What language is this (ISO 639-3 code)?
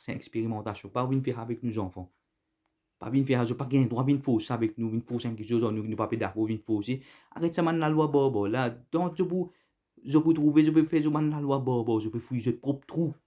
mfe